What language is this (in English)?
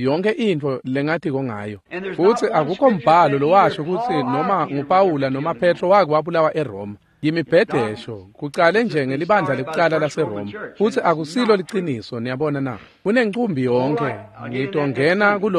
Swati